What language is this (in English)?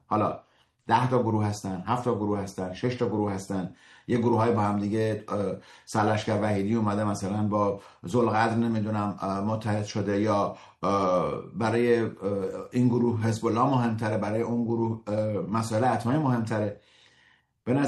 Persian